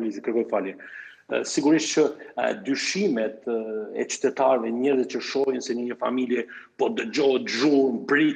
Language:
Albanian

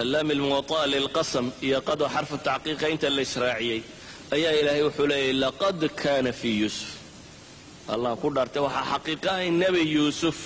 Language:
Somali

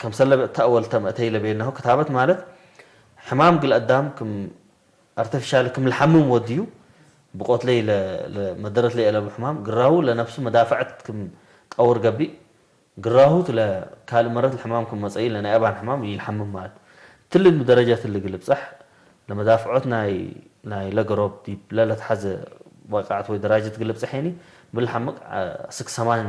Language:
Tigre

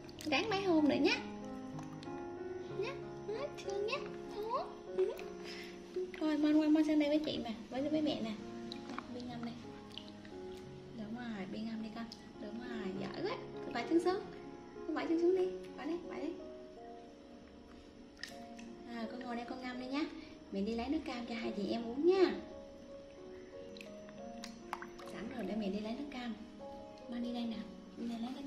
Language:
Vietnamese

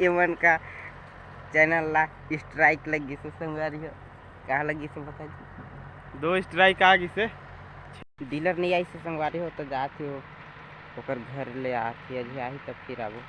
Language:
Chhattisgarhi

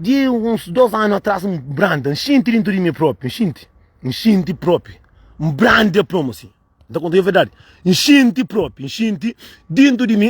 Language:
Kabuverdianu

